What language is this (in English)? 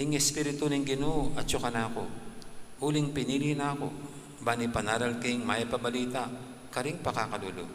Pampanga